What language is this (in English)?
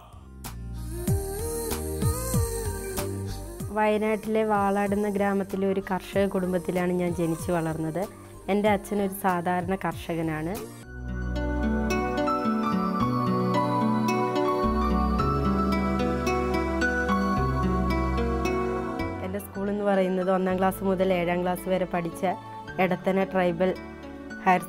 Malayalam